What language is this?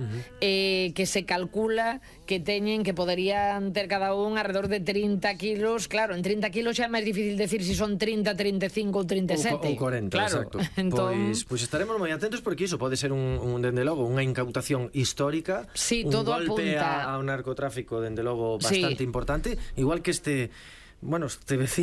Galician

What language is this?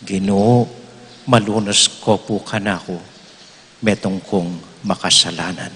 Pampanga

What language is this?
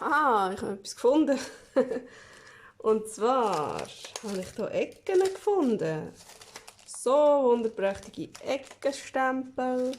Swiss German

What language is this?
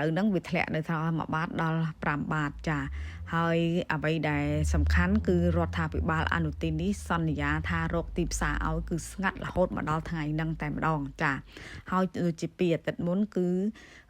Khmer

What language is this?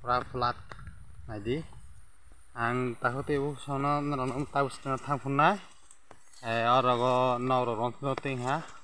Kok Borok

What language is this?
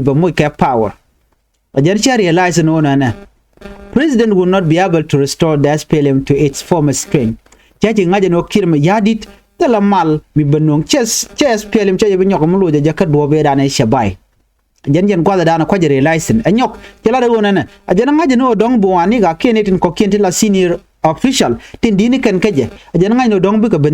Nuer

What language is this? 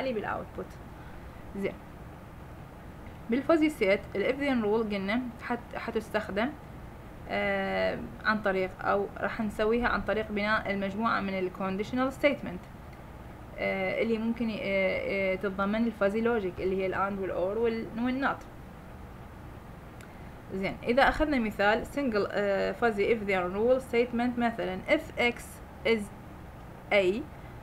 Mesopotamian Arabic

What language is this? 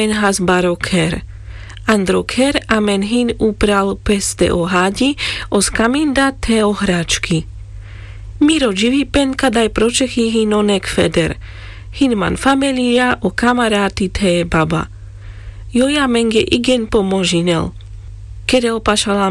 Carpathian Romani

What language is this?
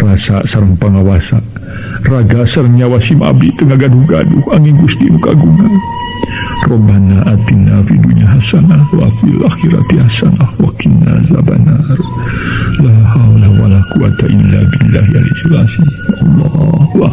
Sundanese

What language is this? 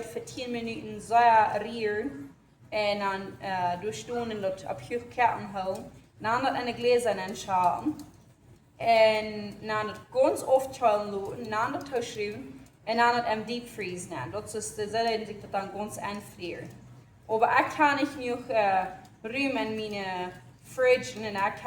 Plautdietsch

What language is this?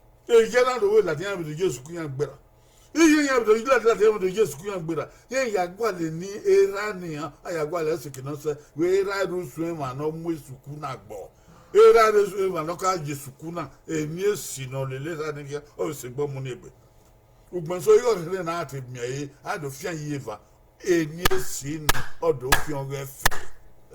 Bini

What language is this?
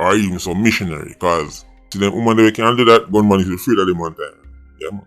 Jamaican Creole English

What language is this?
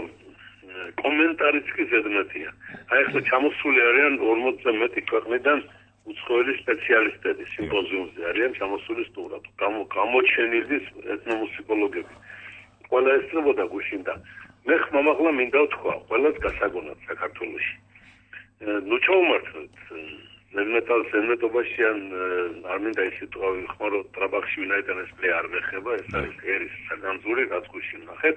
Georgian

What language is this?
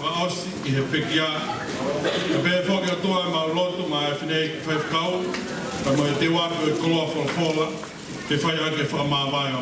Tongan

